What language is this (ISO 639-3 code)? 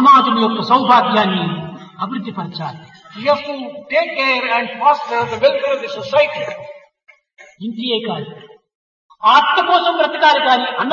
tel